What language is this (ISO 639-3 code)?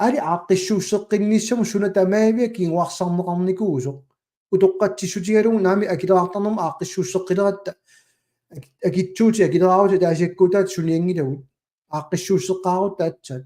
kal